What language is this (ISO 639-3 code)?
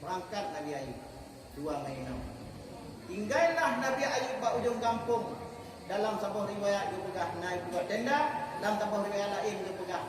ace